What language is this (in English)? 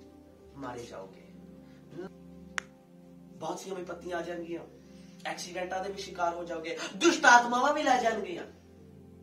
Punjabi